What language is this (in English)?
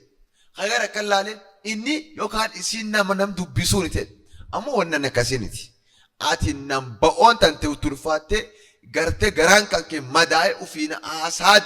Oromo